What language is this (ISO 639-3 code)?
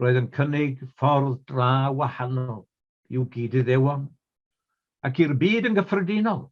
cym